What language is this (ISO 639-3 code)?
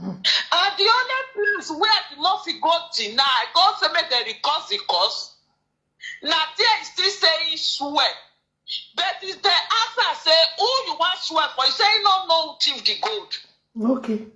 pcm